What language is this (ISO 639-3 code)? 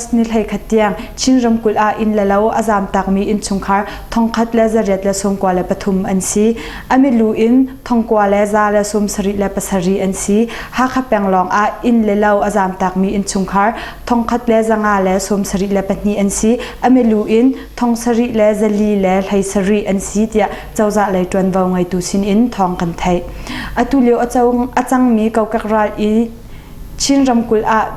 cnh